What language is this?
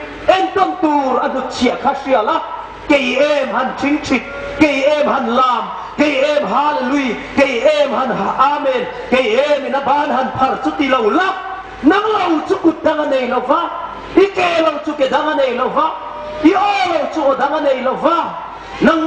Hmar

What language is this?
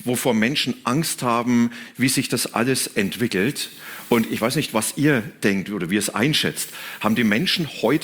German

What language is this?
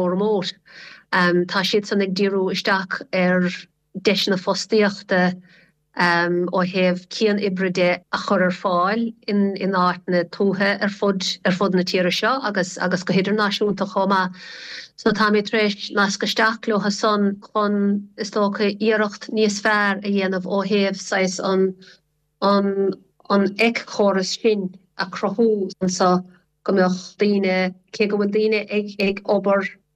Irish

